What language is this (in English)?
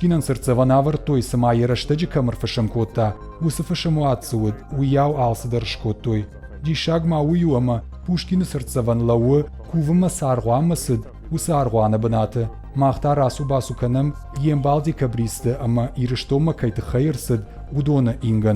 Ossetic